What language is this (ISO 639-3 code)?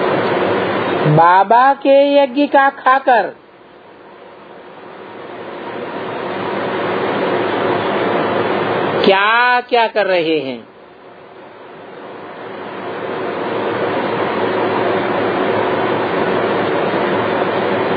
hin